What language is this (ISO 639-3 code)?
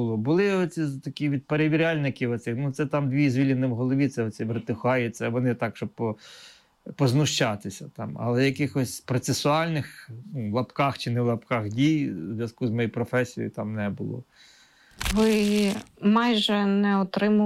ukr